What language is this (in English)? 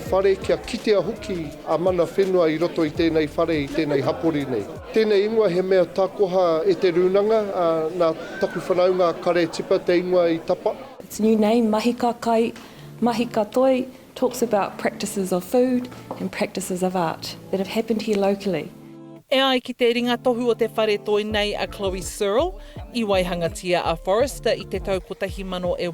Māori